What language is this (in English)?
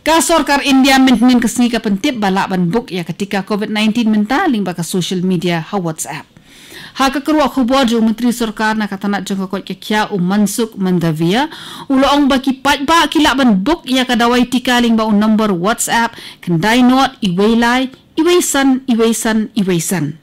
Khasi